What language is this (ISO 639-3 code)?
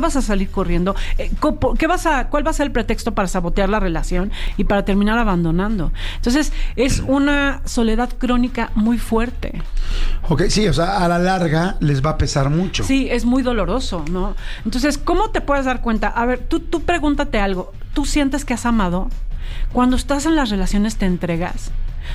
spa